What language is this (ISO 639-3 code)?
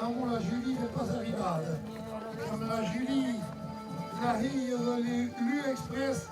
oci